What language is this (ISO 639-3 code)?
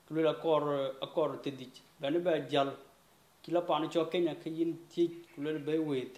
din